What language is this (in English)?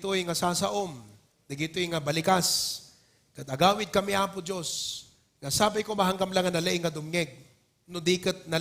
Iloko